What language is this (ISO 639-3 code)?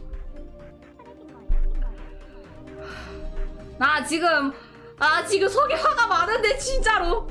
kor